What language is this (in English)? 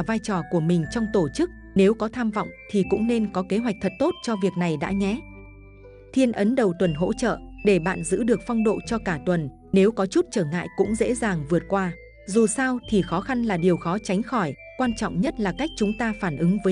Vietnamese